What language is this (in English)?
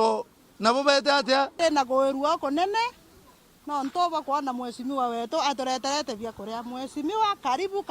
Meru